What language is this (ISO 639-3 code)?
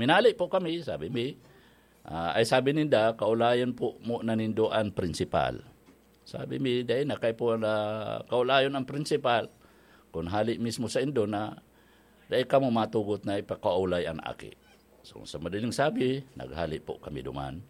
bik